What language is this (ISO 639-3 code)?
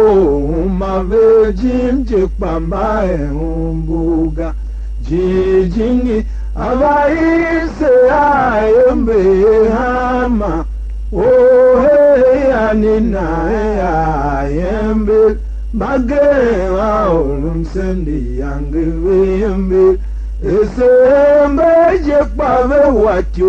tiv